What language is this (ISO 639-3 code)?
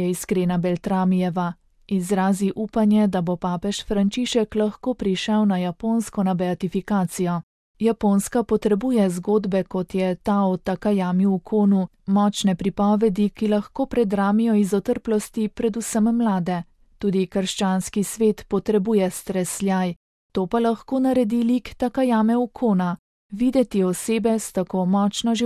slv